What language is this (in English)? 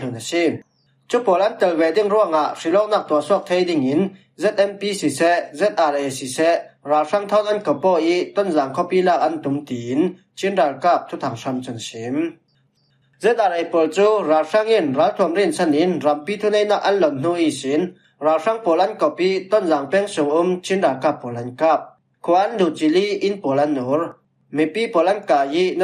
Falam Chin